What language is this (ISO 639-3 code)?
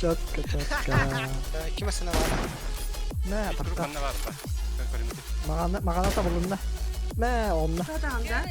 sah